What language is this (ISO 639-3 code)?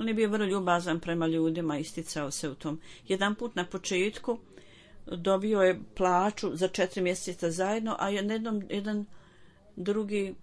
bos